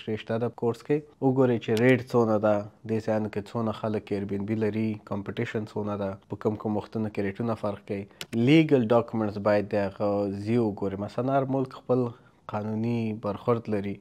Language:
Pashto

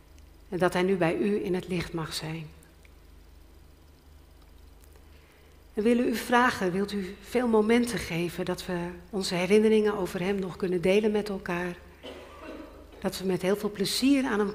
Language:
Dutch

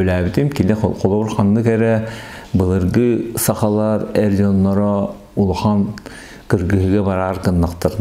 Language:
Yakut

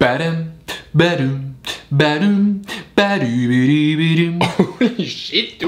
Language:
Swiss German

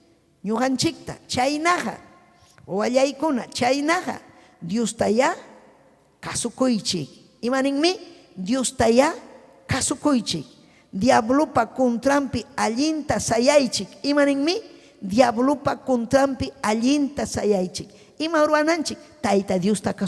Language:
Ayacucho Quechua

